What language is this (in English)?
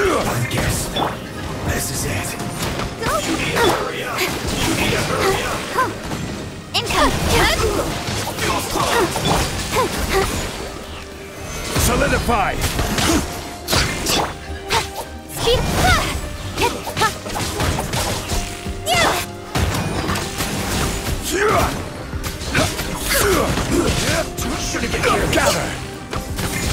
English